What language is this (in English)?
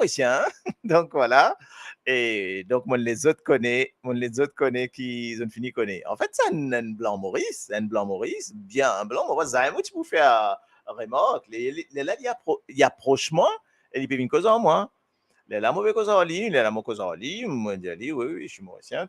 Morisyen